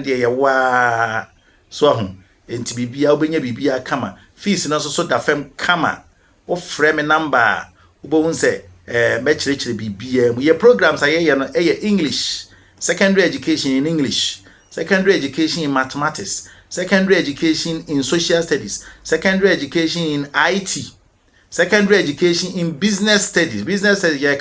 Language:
Akan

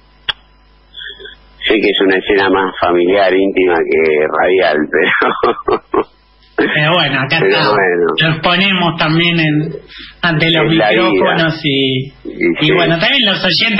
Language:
Spanish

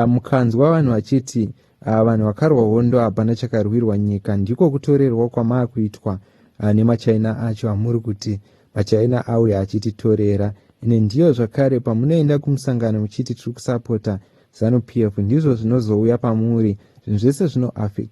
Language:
Shona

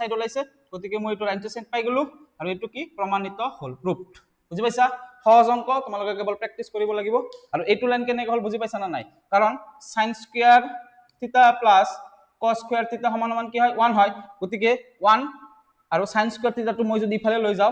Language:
Assamese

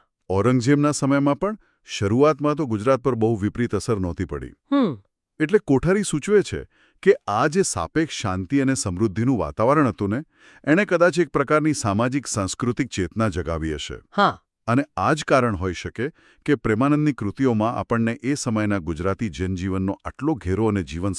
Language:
Gujarati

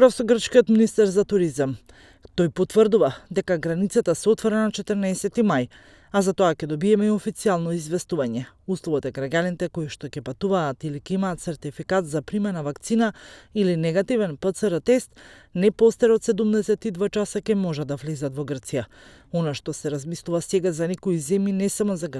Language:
Macedonian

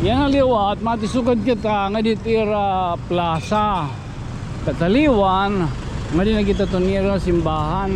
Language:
Waray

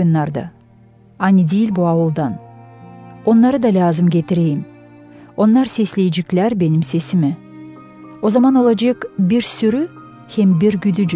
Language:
Gagauz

